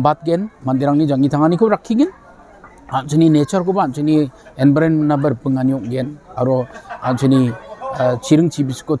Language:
Garo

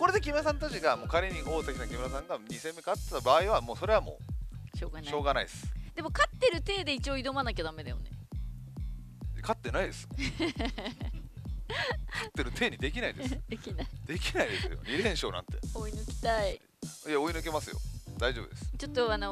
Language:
Japanese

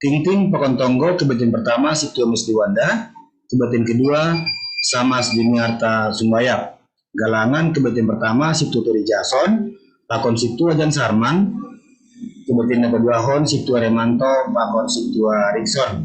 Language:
Batak Simalungun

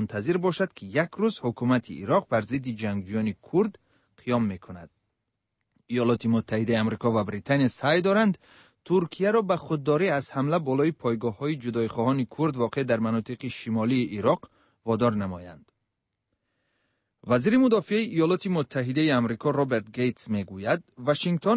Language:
Persian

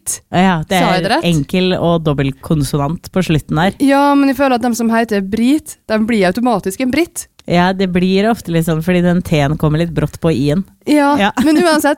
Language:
Norwegian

